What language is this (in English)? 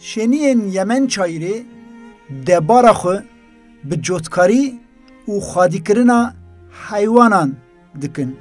Kurdish